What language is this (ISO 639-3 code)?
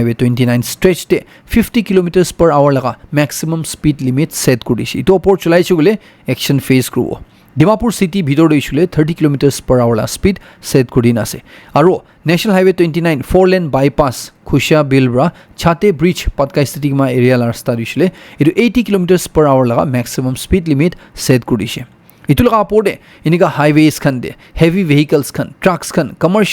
nag